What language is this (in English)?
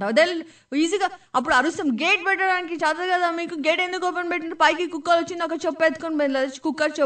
Telugu